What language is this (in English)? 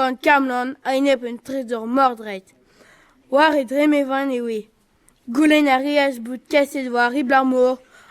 Breton